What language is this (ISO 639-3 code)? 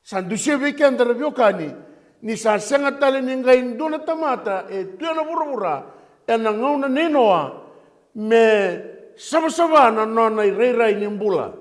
fij